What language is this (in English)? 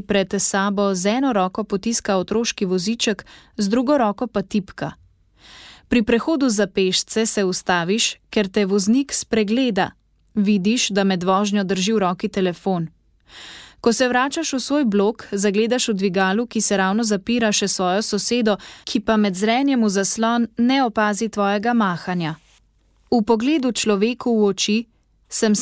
Slovenian